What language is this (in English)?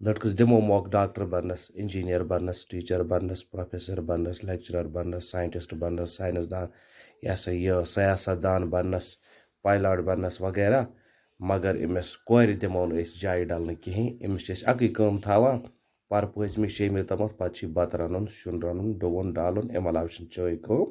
Kashmiri